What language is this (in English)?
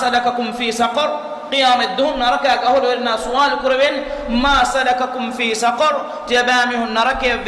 Divehi